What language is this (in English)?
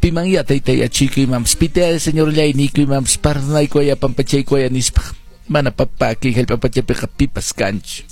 Quechua